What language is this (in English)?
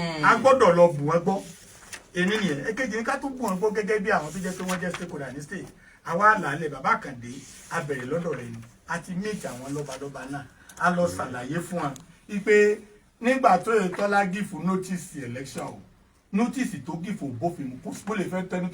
Yoruba